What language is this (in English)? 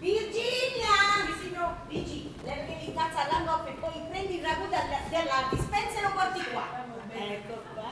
Neapolitan